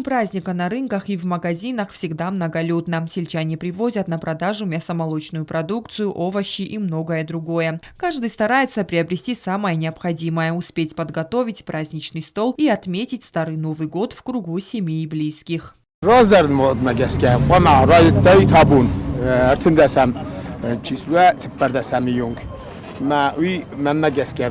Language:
Ossetic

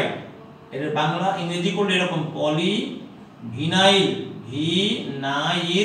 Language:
Bangla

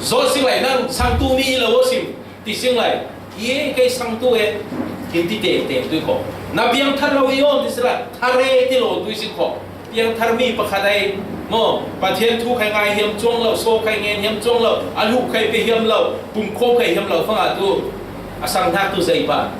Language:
Falam Chin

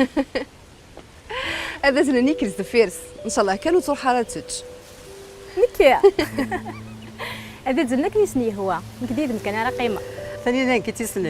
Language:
Kabyle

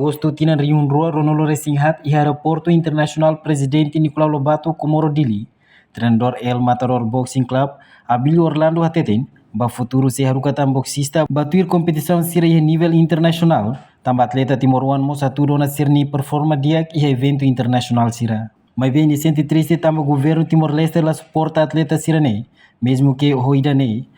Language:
Tetum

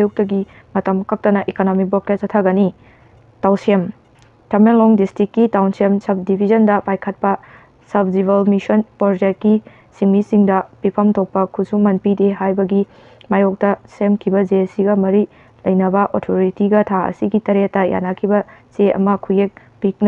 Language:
Manipuri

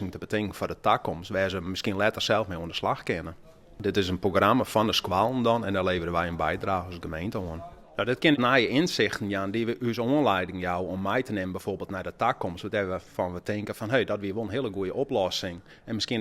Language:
Western Frisian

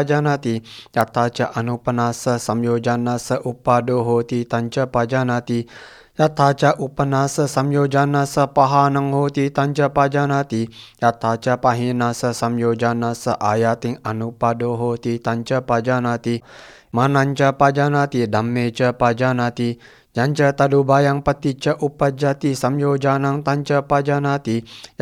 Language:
Pali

